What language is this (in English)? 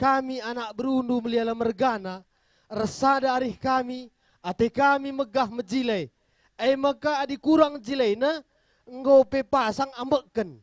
Batak Karo